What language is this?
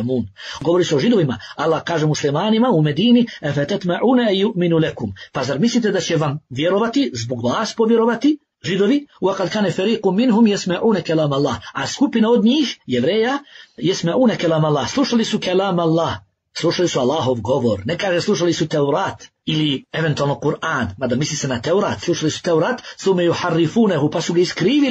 Bosnian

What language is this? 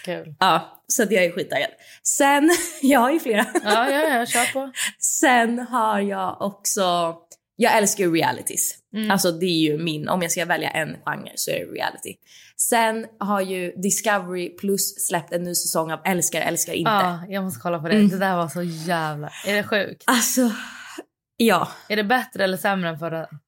Swedish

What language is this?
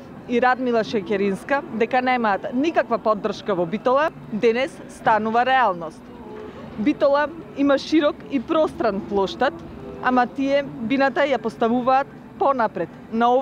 Macedonian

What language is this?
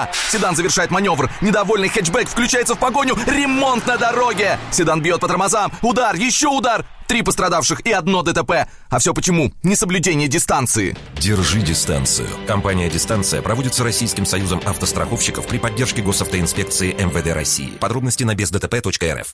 Russian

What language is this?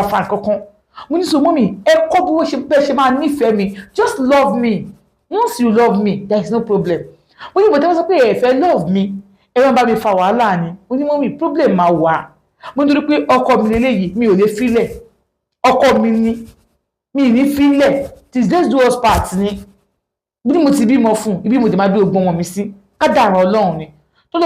Yoruba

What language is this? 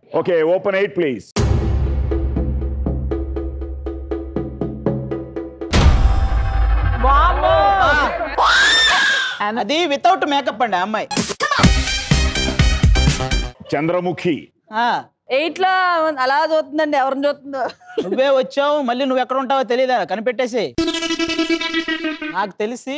Telugu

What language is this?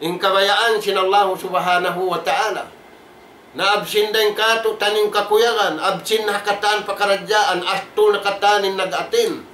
Tausug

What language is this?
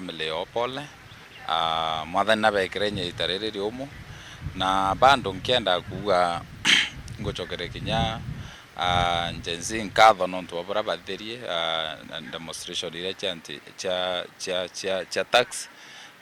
Meru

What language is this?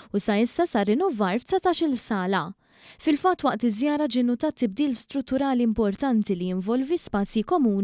Maltese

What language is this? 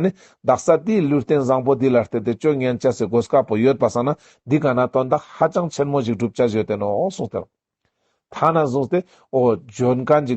Ladakhi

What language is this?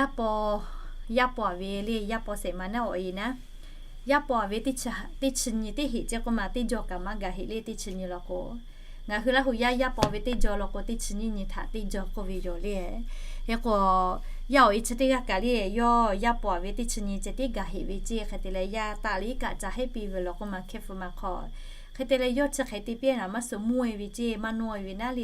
Lahu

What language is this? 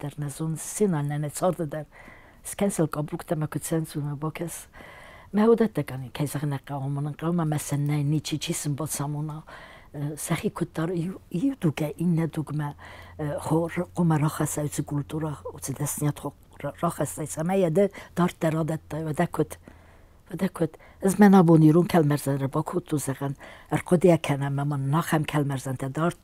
Ossetic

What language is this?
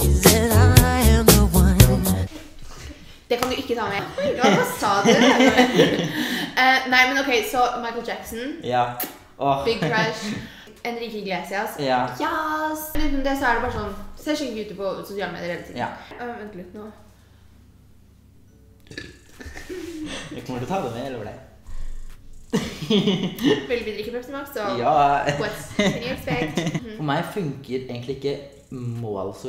Norwegian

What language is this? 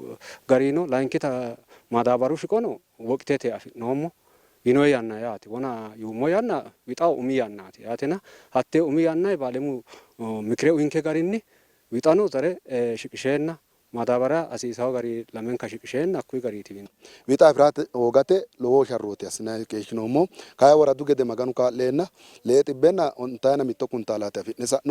Sidamo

